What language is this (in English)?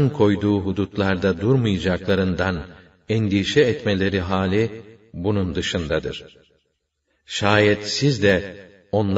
Turkish